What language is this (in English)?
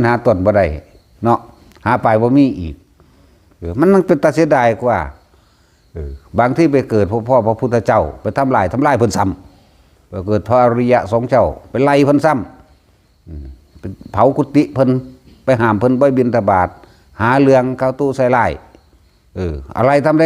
Northeastern Thai